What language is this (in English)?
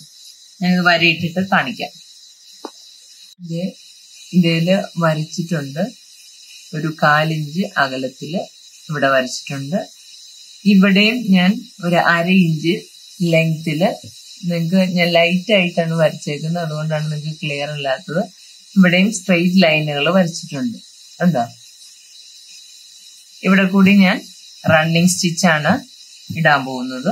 Malayalam